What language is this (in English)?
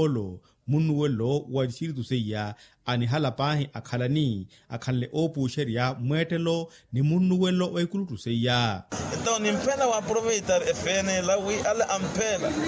Makhuwa